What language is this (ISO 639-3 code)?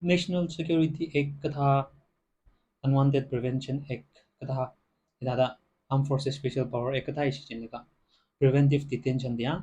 nmf